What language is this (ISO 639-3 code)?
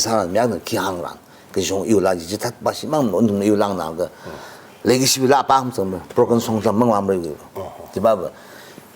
nmf